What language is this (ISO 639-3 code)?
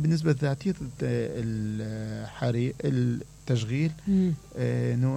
acm